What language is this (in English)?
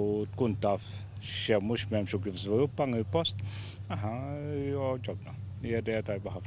Maltese